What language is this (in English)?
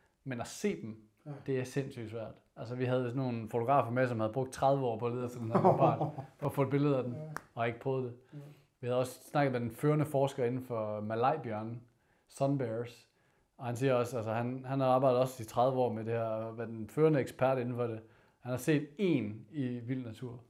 Danish